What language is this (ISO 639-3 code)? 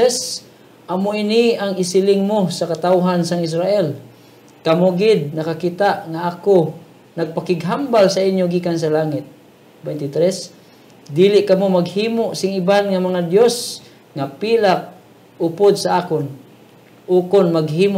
hil